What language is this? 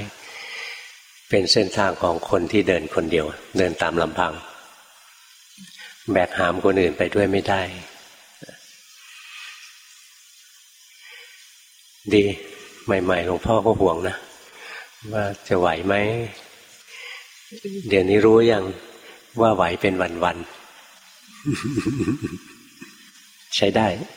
Thai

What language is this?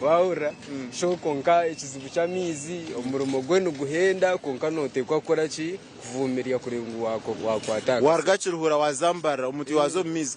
Nyankole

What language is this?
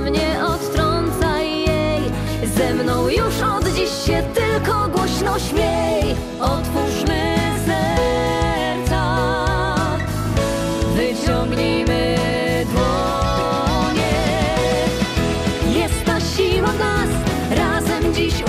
Polish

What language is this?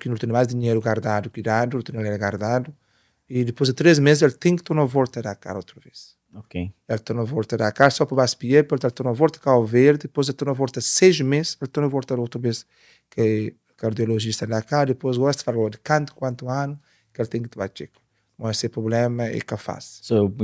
Kabuverdianu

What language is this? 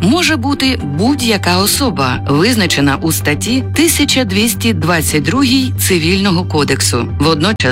Ukrainian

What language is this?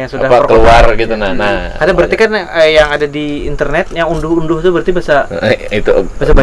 Banjar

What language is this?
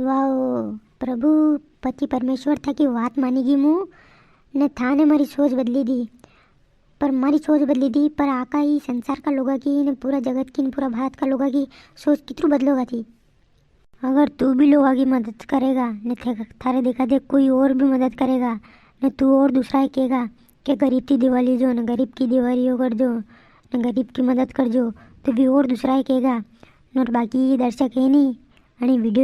Rajasthani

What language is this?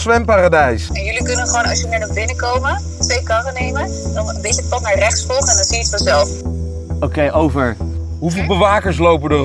Dutch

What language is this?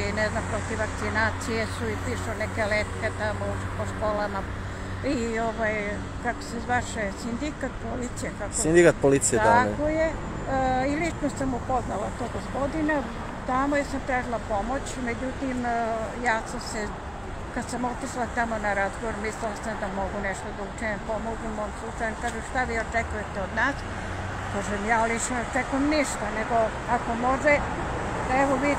Serbian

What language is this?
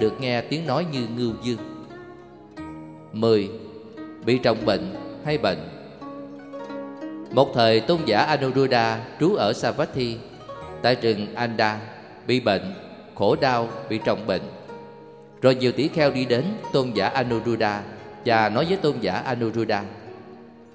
Vietnamese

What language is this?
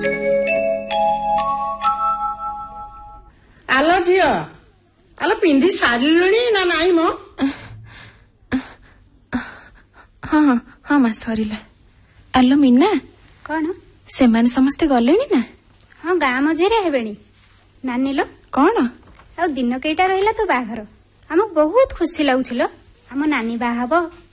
Odia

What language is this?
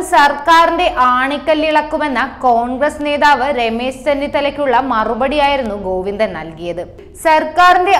Malayalam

